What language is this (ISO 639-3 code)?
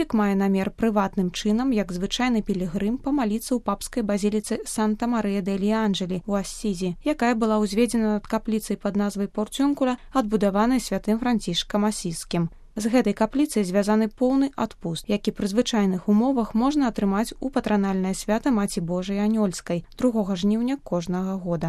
bel